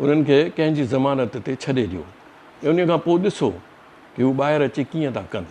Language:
Sindhi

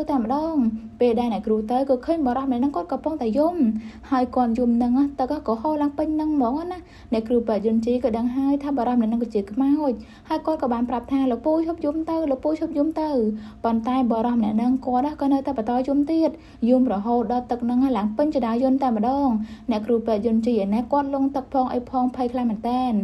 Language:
Khmer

